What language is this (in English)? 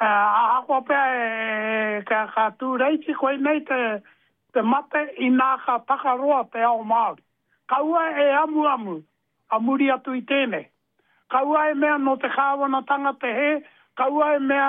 Māori